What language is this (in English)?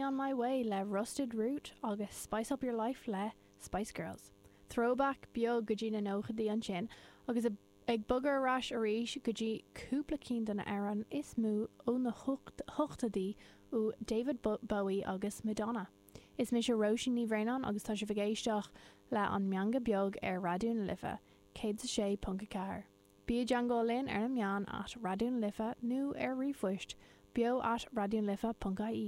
Irish